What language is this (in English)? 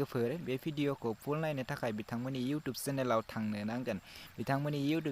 Bodo